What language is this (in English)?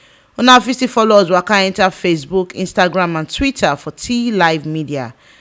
Nigerian Pidgin